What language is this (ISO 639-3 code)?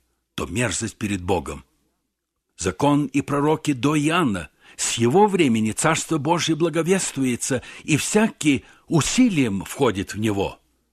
rus